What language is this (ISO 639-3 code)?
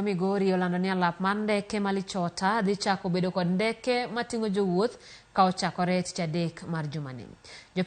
luo